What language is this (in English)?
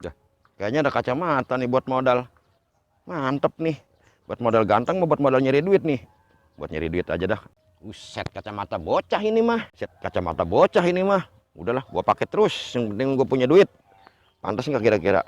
Betawi